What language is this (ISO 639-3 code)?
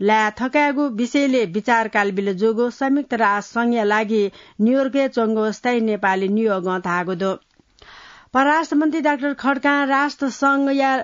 new